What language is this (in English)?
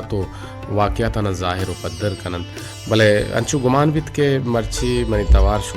Baluchi